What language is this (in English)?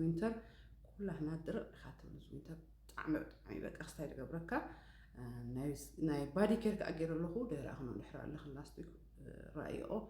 Tigrinya